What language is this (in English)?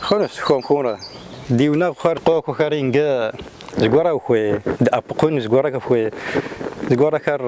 Kabardian